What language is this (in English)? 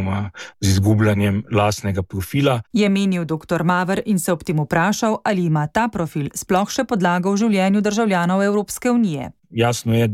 Slovenian